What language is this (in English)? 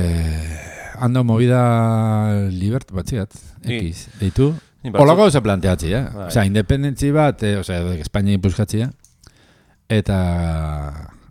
Basque